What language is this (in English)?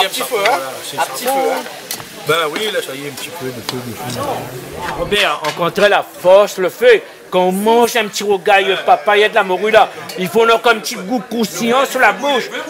Réunion Creole French